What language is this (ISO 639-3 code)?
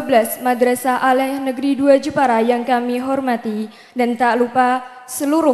ind